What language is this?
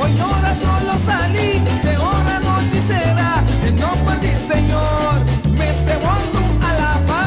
Papiamento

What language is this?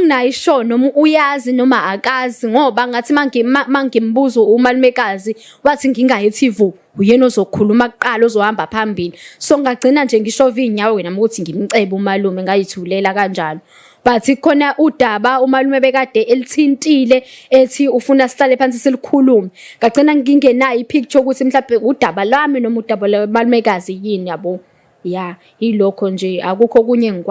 Zulu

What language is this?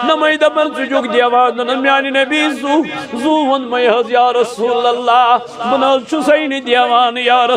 Kashmiri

